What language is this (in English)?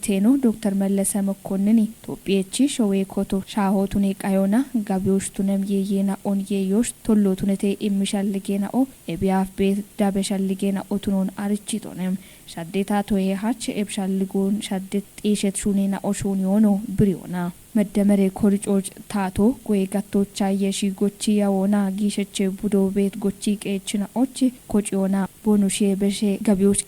Kafa